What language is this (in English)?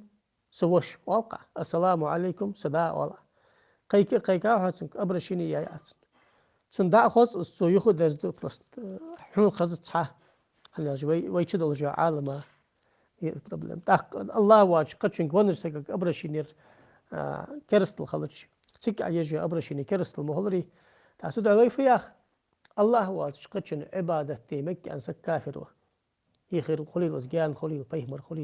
Ingush